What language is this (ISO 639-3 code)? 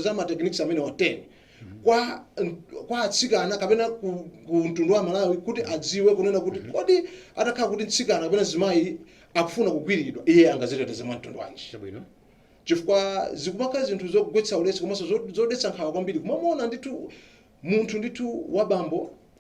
nya